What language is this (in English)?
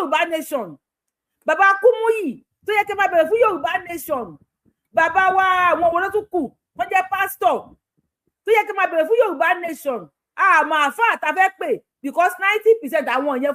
Yoruba